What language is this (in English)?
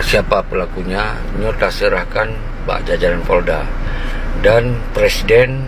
Achinese